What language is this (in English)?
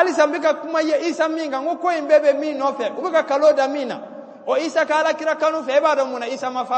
Bambara